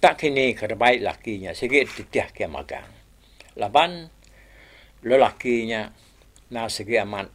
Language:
Iban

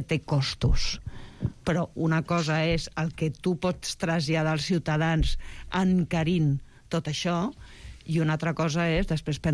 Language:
Catalan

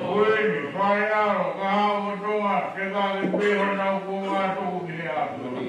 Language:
Tongan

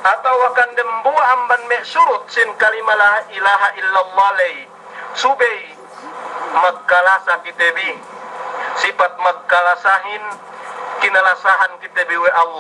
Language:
Yakan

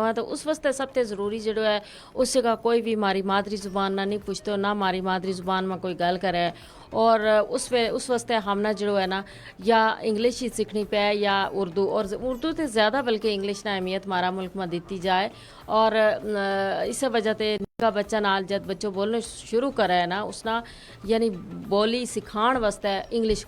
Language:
Gujari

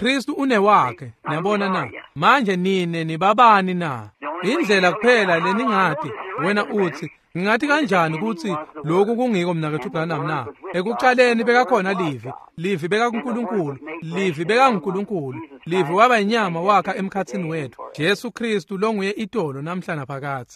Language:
Swati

